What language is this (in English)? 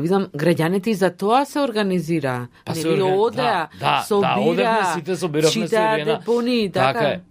Macedonian